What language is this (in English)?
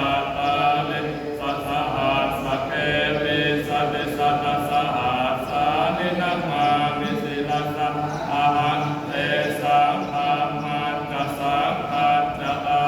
Pali